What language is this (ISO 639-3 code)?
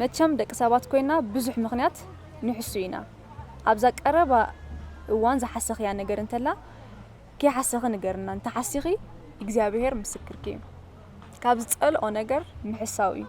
tir